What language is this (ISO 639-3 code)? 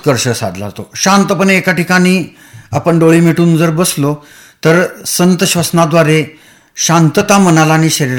mar